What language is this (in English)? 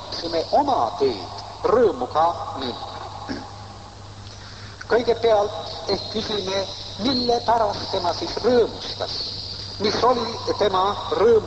Estonian